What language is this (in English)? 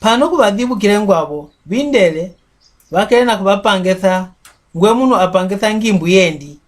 Mbunda